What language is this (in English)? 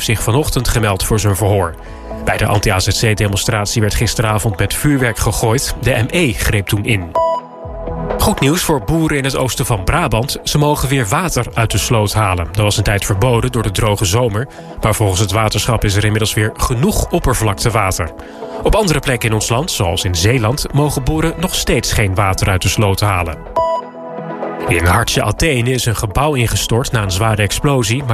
Dutch